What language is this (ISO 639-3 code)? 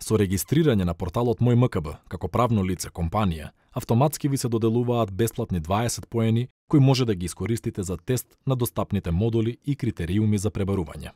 mkd